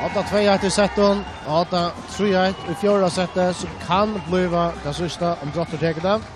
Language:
Faroese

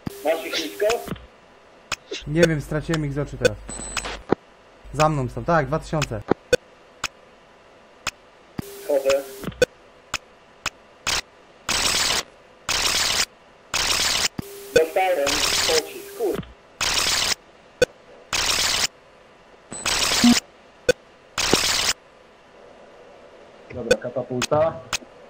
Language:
Polish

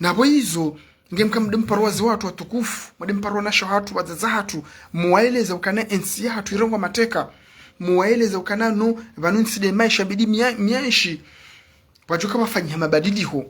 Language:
Ngazidja Comorian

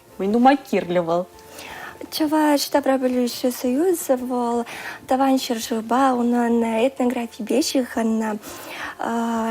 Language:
Chuvash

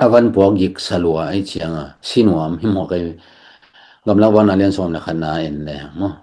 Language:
Tedim Chin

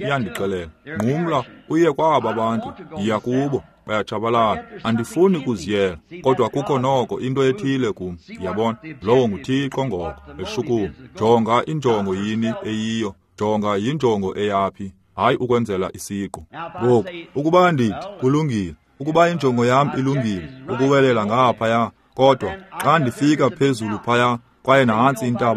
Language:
Xhosa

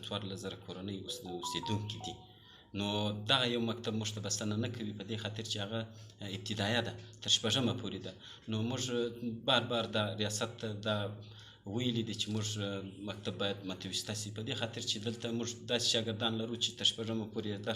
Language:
Pashto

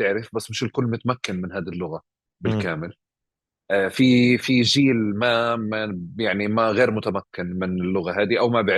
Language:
North Levantine Arabic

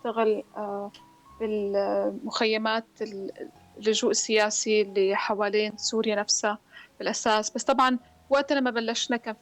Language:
North Levantine Arabic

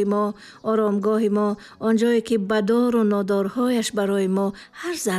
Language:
Tajik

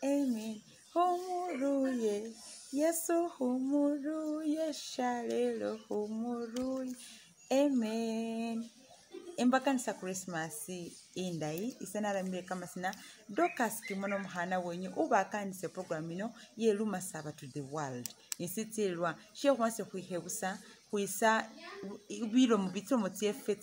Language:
Masaaba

